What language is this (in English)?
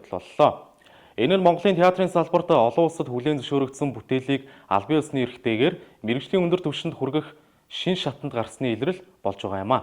Mongolian